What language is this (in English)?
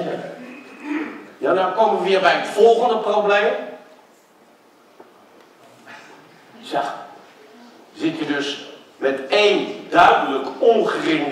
Dutch